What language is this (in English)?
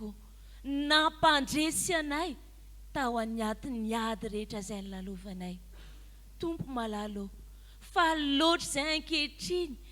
Malagasy